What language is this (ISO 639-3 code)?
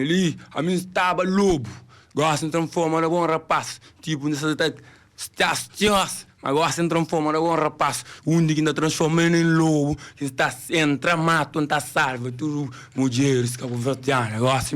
kea